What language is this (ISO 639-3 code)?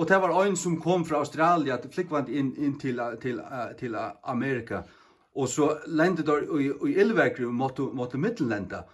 fao